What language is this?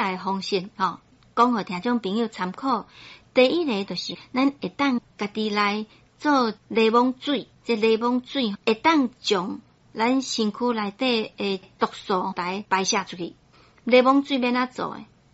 Min Nan Chinese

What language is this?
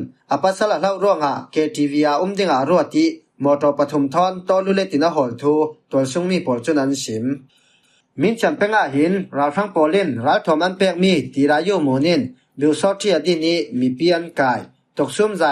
Falam Chin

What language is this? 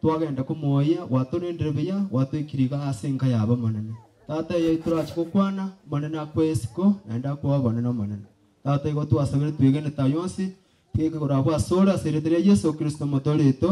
Gusii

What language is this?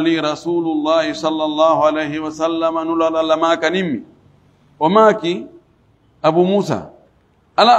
Fula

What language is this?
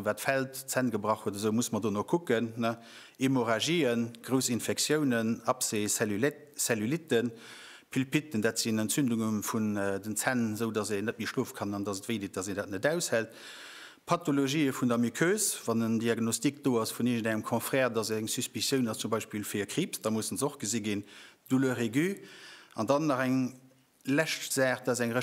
Luxembourgish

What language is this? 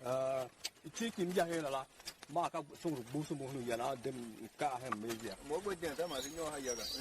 Tiv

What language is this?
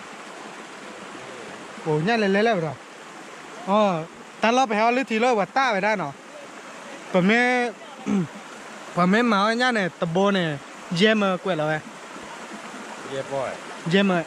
S'gaw Karen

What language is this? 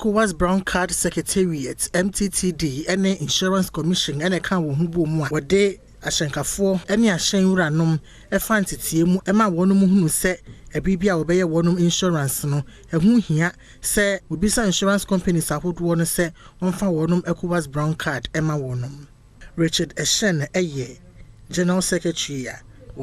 Akan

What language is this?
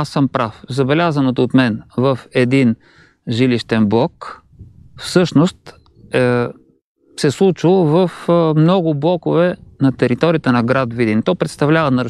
Bulgarian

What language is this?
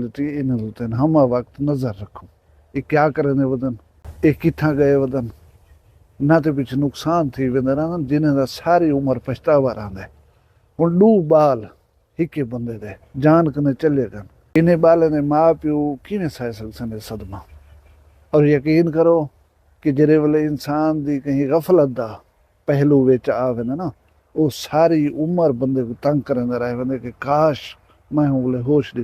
Saraiki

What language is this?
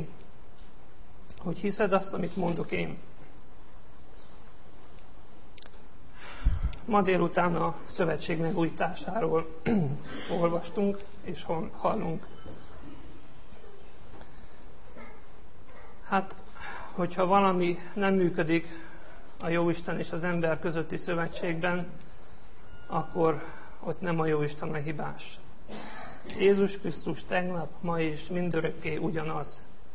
Hungarian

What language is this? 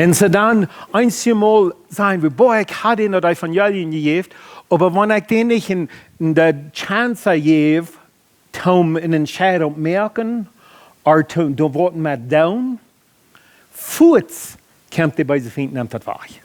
Plautdietsch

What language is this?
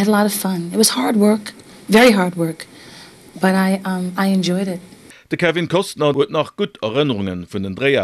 Luxembourgish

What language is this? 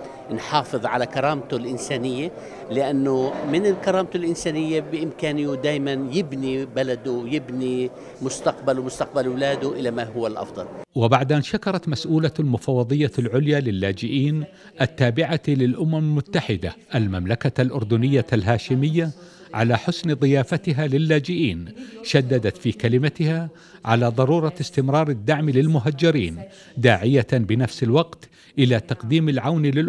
Arabic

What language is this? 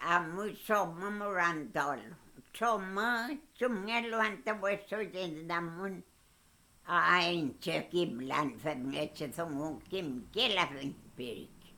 Mapuche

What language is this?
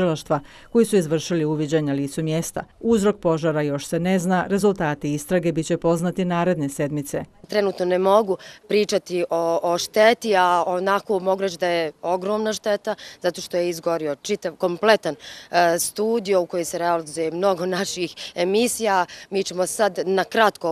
Bosnian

